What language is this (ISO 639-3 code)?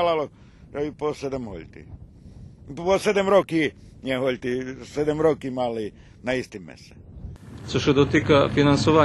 rue